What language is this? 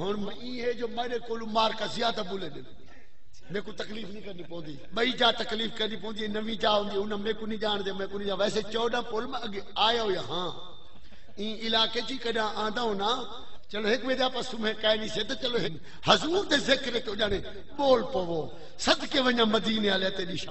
Saraiki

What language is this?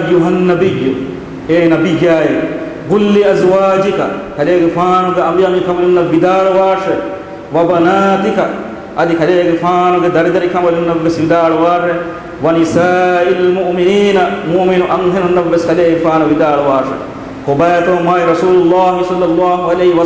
Divehi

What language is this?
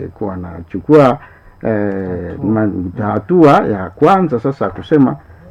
Swahili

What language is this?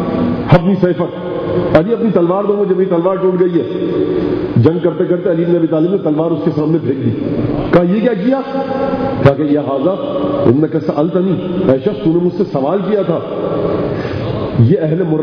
Urdu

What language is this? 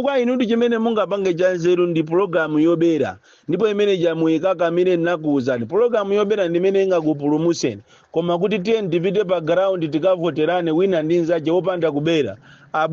Nyanja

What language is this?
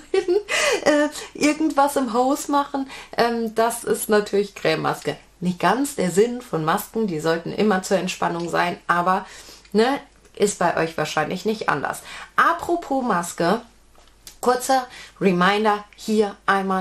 German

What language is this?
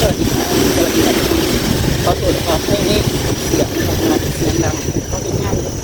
Lao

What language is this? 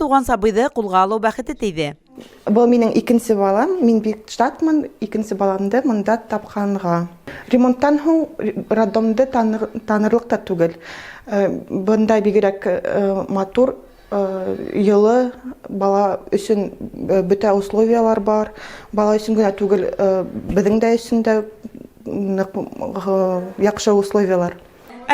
Bashkir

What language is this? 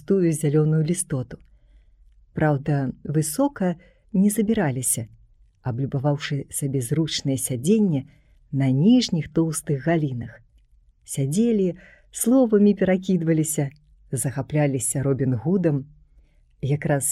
Belarusian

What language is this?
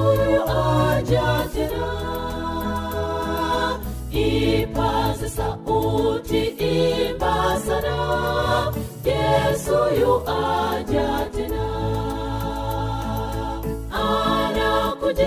Swahili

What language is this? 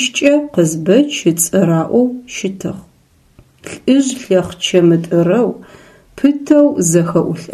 Adyghe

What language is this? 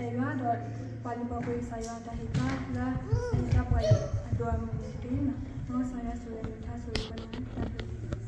S'gaw Karen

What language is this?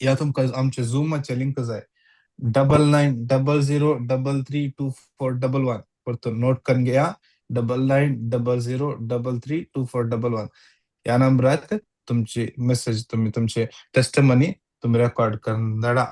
Konkani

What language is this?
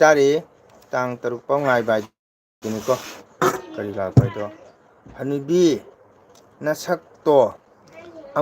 Manipuri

